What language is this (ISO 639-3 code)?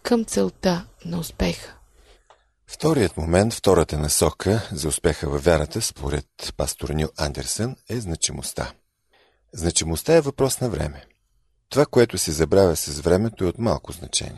bul